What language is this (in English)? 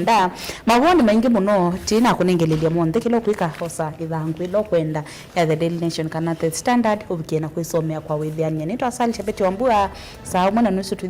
Kamba